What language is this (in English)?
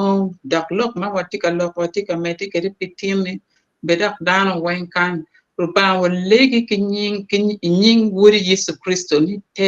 Acoli